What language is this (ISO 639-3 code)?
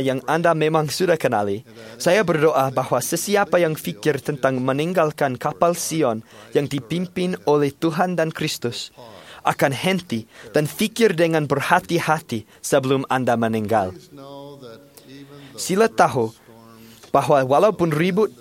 msa